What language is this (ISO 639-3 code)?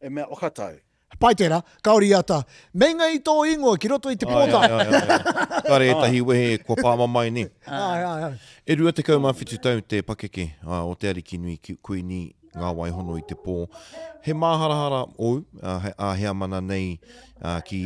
mri